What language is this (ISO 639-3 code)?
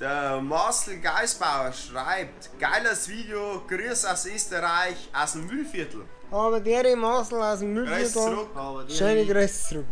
bar